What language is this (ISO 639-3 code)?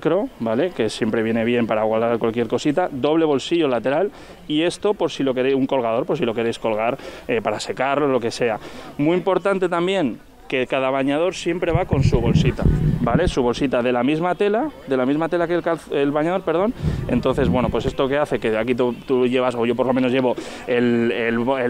spa